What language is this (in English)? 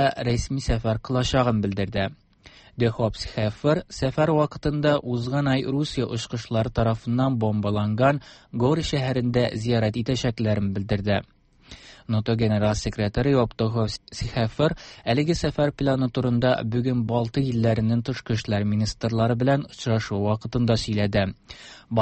Tatar